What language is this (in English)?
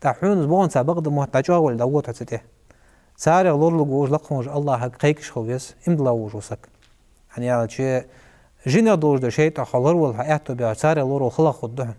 Ingush